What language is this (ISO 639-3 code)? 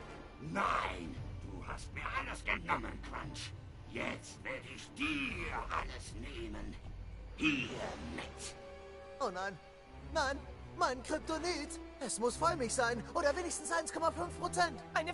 gsw